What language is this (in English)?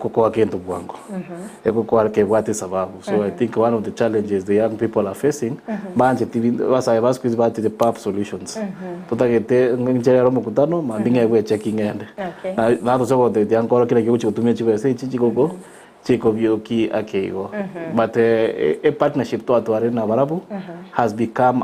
Gusii